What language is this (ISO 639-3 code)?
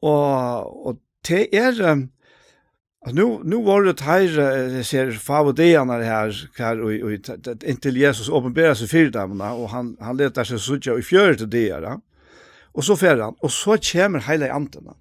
fao